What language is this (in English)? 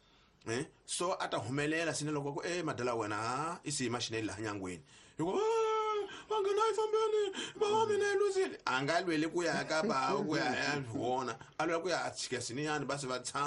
Tsonga